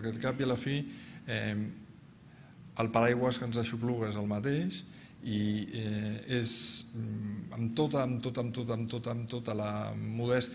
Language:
Catalan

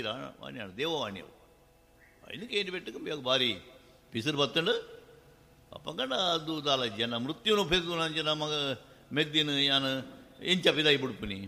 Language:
Tulu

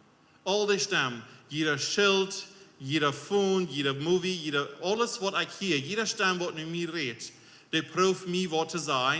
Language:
Plautdietsch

